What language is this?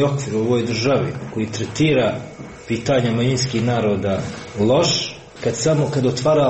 Serbian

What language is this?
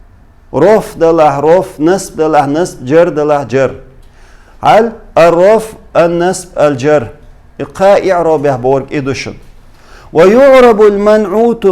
Chechen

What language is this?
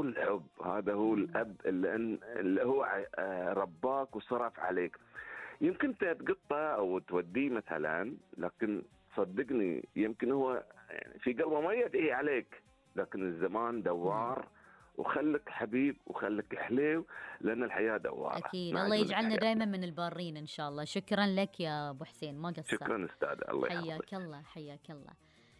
Gulf Arabic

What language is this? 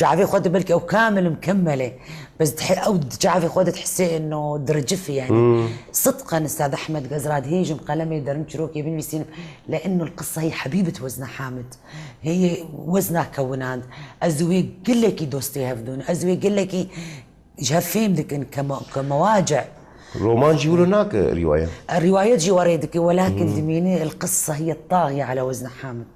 Kurdish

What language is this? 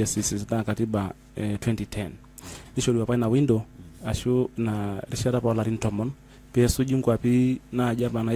Masai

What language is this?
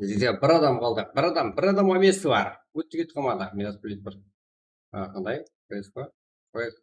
Kara-Kalpak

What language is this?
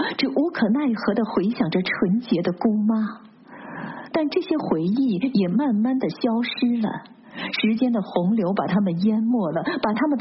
Chinese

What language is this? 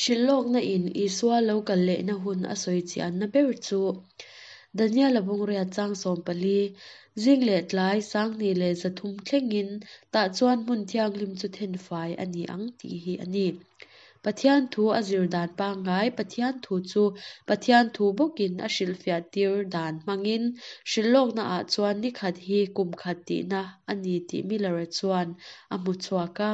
Mizo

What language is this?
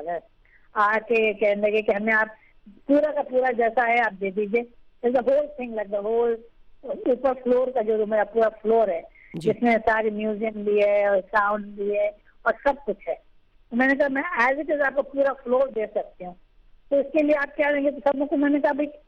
Urdu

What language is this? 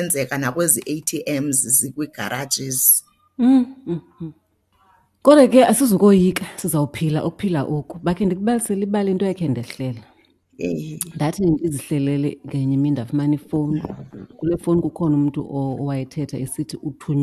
Xhosa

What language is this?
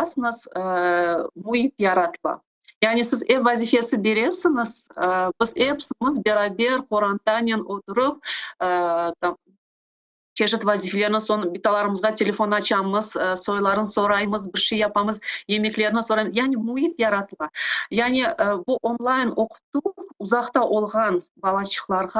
Crimean Tatar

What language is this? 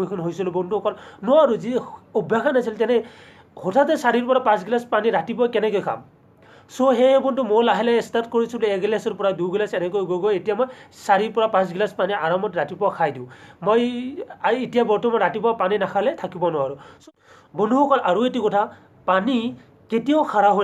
Assamese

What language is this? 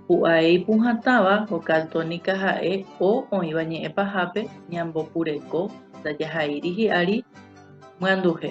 Guarani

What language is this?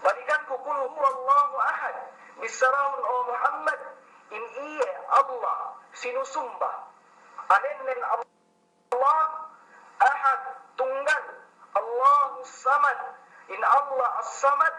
Yakan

